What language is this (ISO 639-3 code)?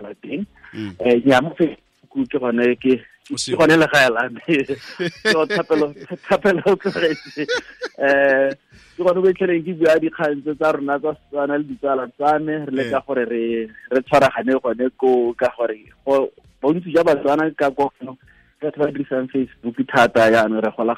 tsn